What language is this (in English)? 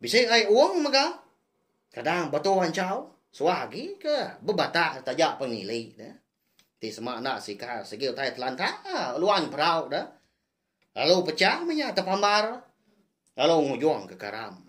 Iban